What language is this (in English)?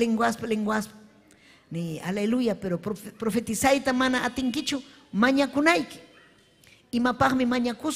Ayacucho Quechua